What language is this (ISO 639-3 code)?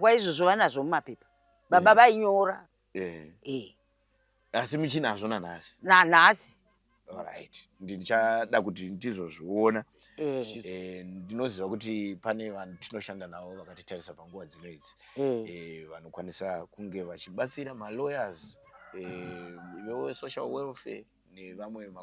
sna